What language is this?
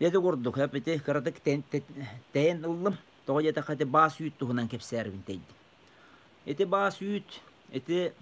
Yakut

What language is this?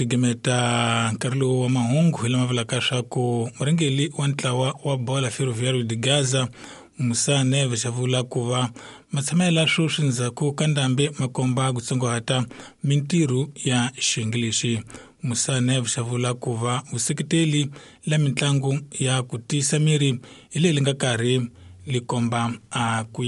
Tsonga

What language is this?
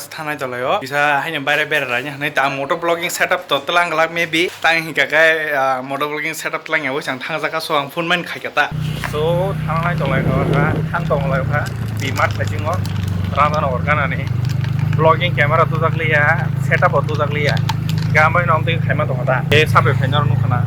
Kok Borok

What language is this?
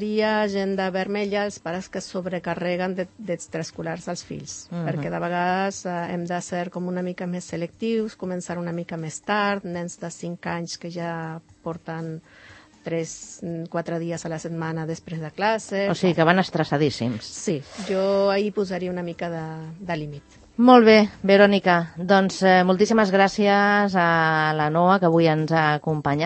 Catalan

